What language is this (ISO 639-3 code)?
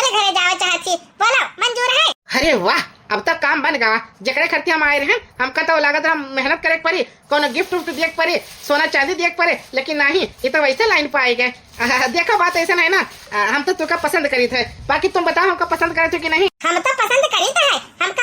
awa